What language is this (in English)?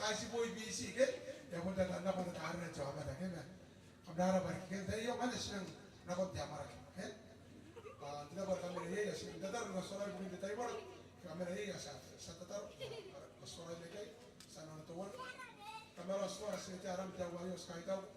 Gilbertese